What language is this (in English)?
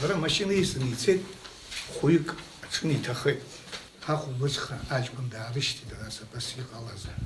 Abkhazian